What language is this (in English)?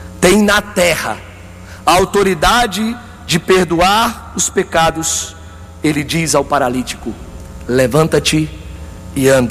Portuguese